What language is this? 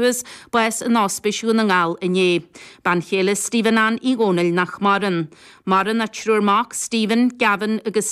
Irish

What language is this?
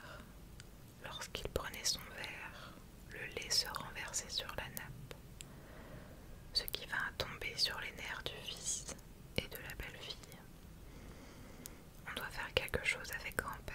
French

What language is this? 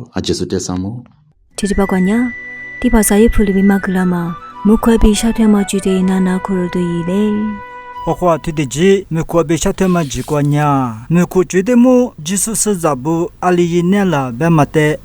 Lisu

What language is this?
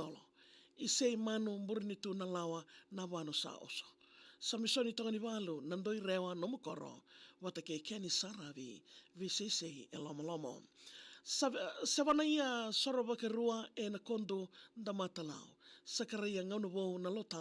Fijian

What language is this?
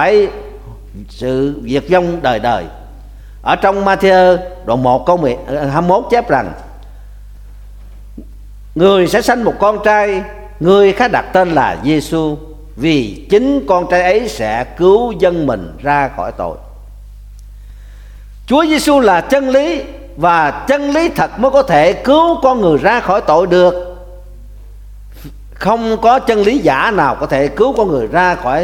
Vietnamese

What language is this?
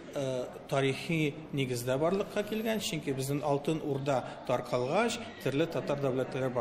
Tatar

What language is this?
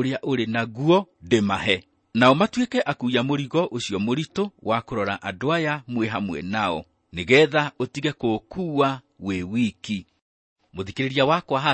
Kikuyu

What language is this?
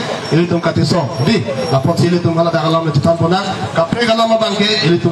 Karbi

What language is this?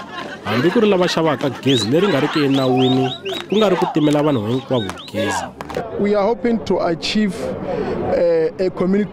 Tsonga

